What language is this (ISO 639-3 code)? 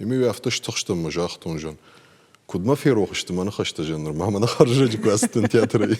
oss